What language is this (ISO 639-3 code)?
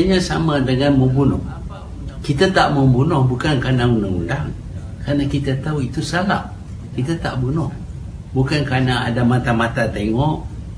msa